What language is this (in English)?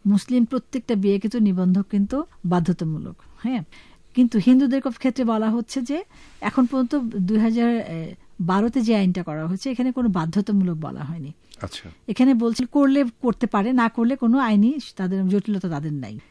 Bangla